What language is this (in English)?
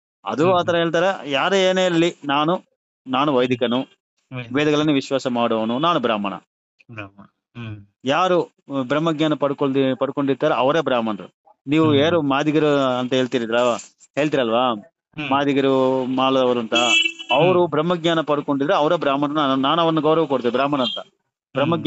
Kannada